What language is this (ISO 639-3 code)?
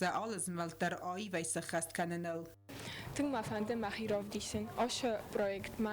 oss